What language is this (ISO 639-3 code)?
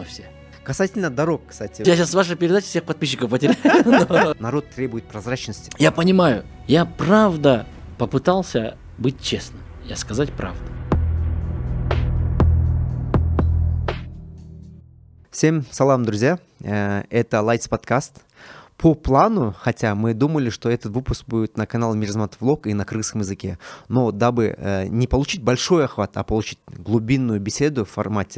rus